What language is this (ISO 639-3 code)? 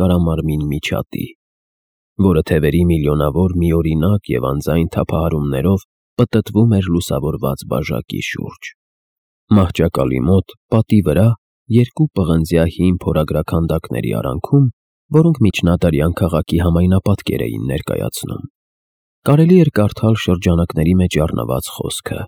hye